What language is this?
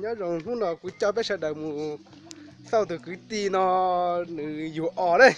Hmong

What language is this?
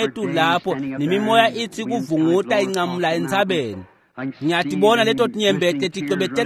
Swati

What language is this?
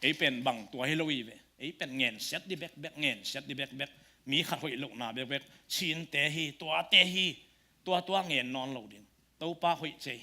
Tedim Chin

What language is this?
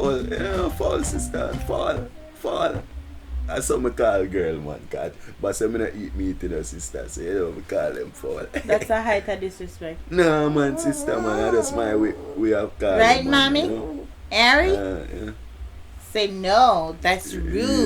Jamaican Creole English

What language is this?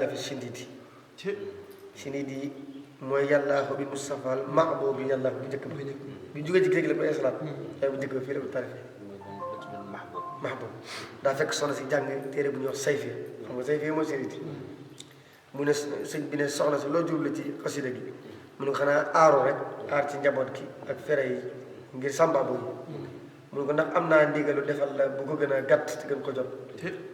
Wolof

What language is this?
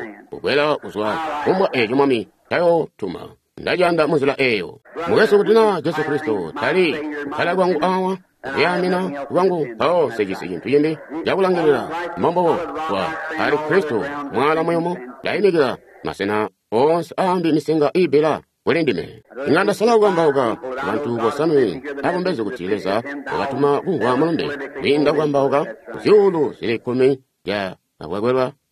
Tonga (Zambia)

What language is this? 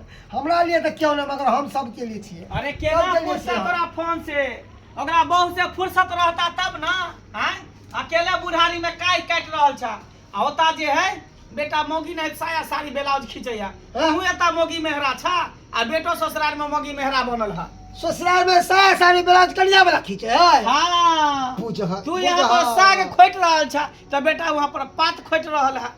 Maithili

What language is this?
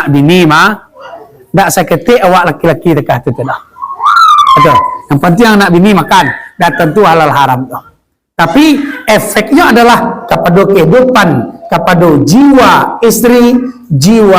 Minangkabau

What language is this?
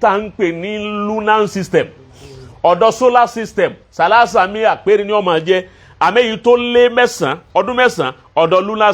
Yoruba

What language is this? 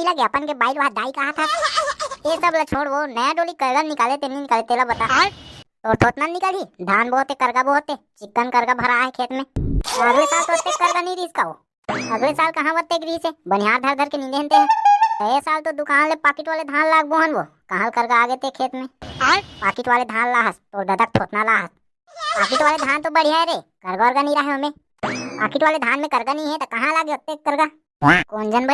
Chhattisgarhi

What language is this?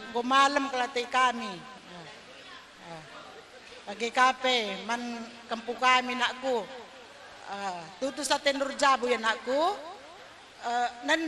Batak Karo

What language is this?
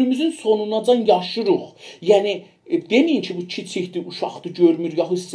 South Azerbaijani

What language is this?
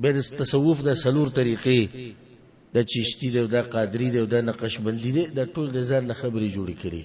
Pashto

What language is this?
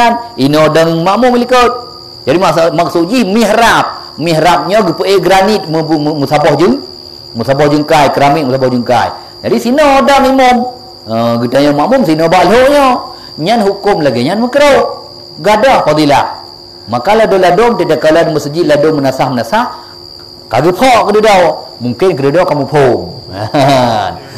Achinese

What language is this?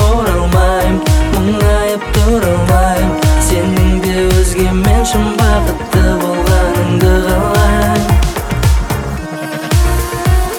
Kazakh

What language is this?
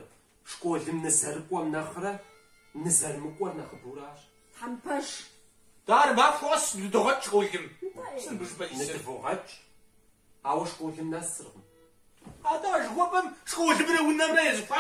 Kabardian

